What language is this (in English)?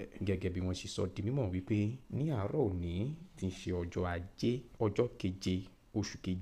Yoruba